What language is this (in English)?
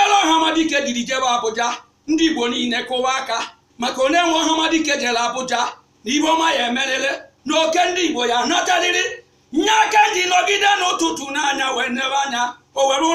Igbo